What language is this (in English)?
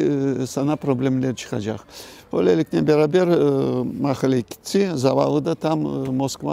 Crimean Tatar